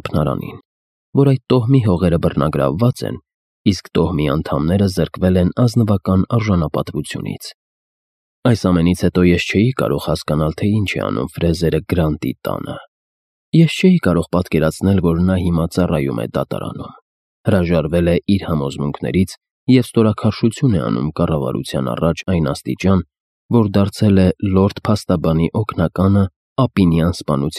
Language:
Armenian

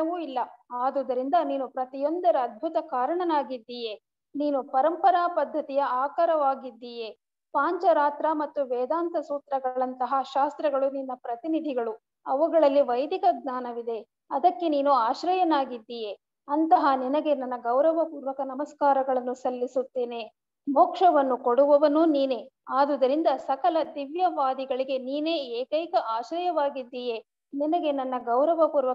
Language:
Kannada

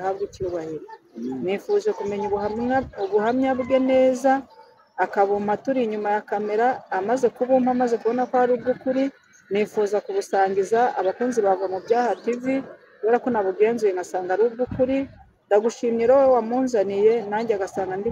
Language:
Kinyarwanda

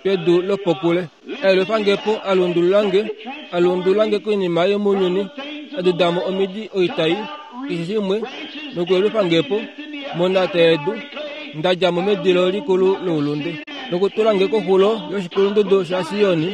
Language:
Kuanyama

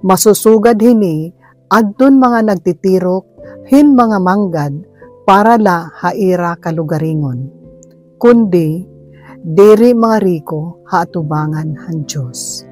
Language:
Waray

